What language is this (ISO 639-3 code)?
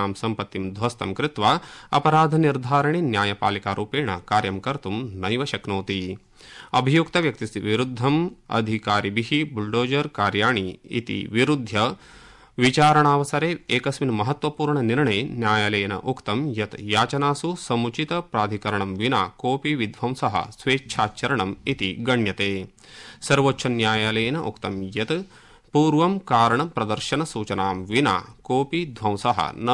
san